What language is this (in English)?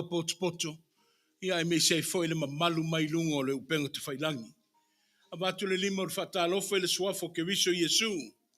Samoan